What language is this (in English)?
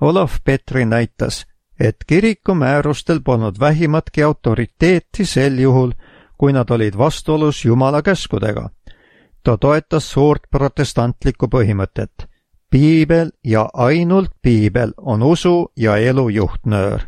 Estonian